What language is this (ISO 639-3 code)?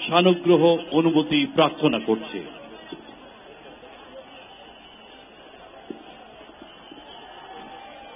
ben